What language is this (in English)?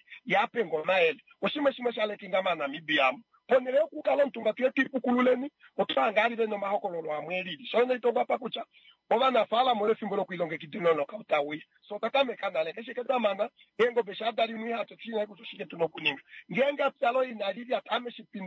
Kuanyama